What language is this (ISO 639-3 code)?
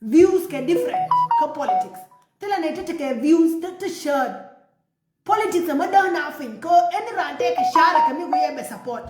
nus